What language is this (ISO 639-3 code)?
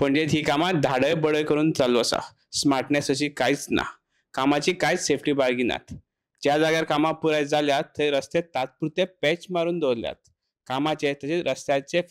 kok